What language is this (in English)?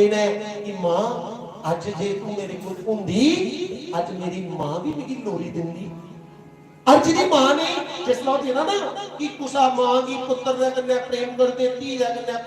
Dogri